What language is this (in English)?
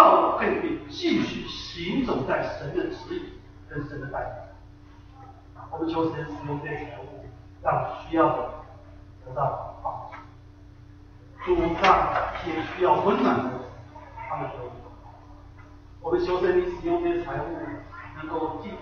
Chinese